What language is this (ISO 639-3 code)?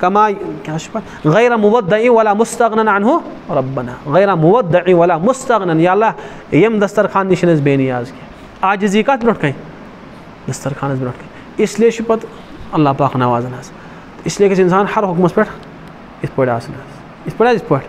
kas